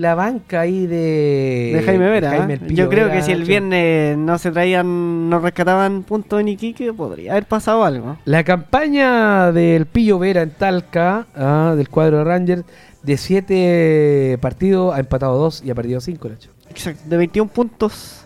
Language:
Spanish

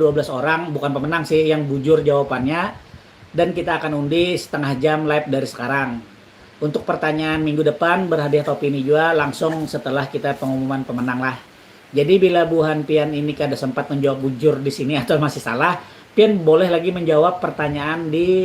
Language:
Banjar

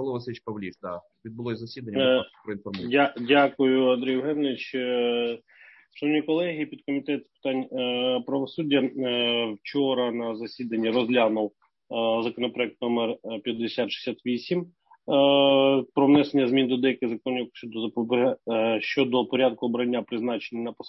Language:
Ukrainian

